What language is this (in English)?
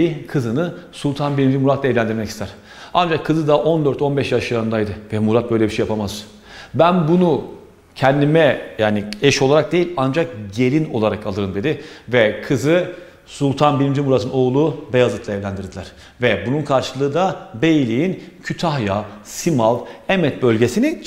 Turkish